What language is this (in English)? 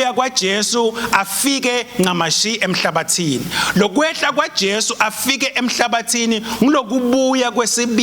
Swati